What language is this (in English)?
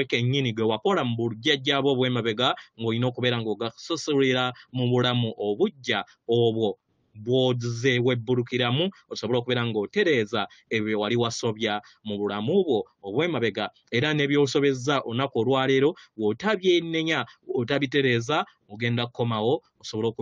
Ganda